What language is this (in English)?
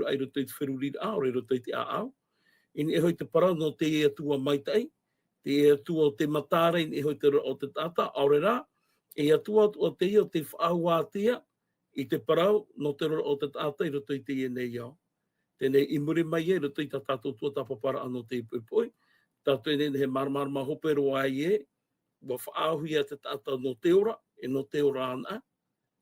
Tahitian